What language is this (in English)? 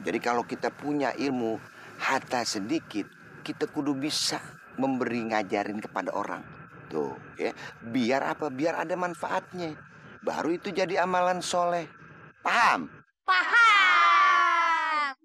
Betawi